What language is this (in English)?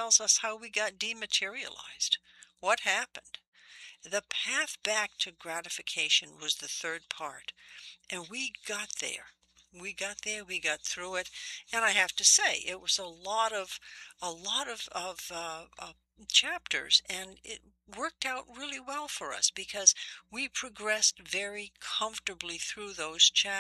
English